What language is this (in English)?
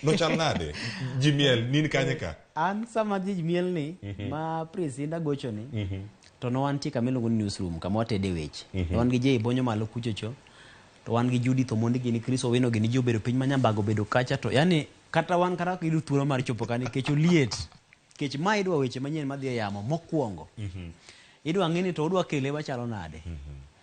Luo (Kenya and Tanzania)